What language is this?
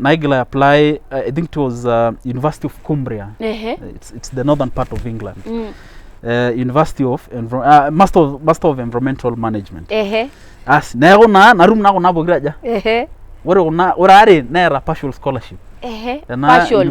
Masai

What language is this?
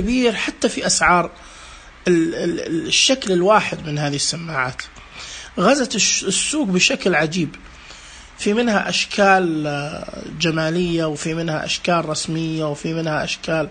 Najdi Arabic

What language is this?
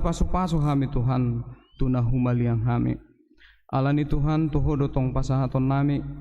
Batak Toba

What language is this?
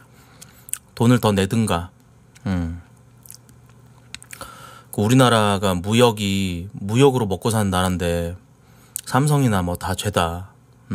Korean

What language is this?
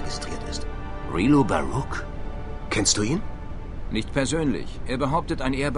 Bavarian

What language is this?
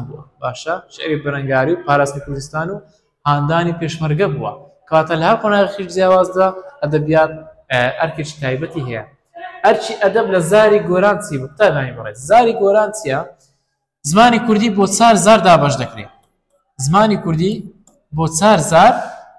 Central Kurdish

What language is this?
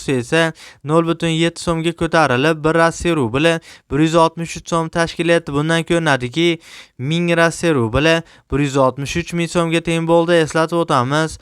Uzbek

